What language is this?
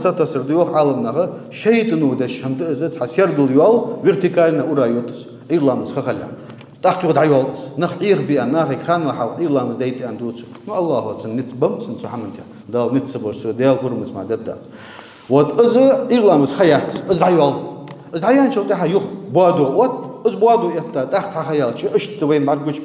Ingush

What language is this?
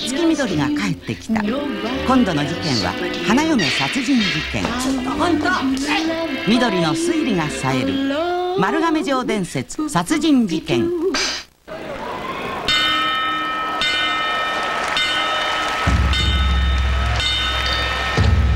Japanese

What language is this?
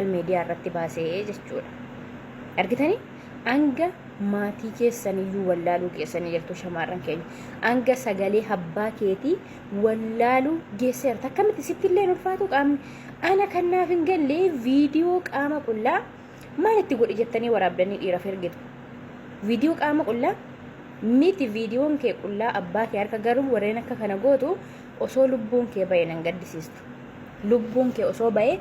Oromo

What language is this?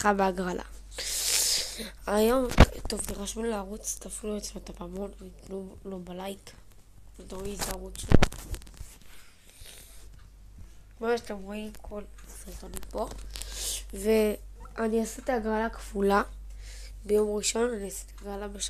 Hebrew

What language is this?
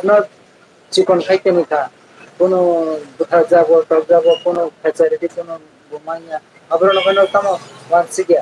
Kok Borok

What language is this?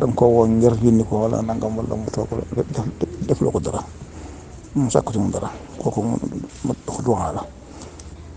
Wolof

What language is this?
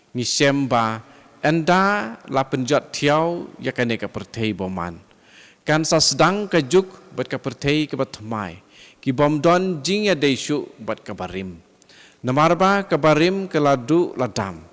Khasi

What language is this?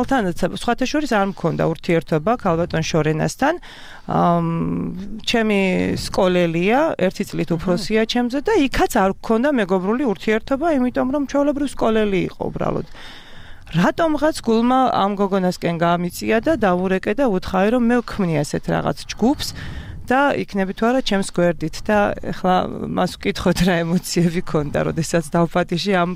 Georgian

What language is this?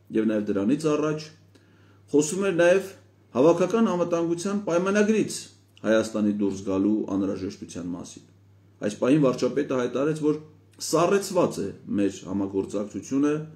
Armenian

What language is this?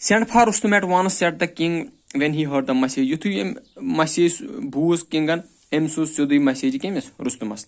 Kashmiri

